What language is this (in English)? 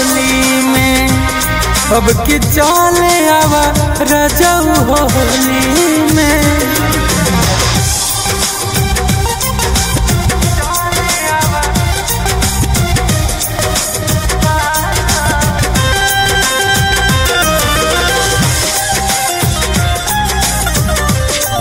Bhojpuri